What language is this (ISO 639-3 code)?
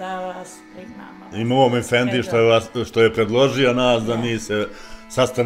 bos